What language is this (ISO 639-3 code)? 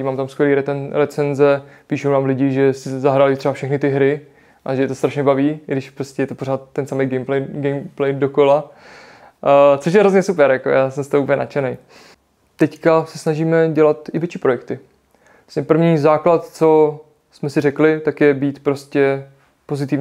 ces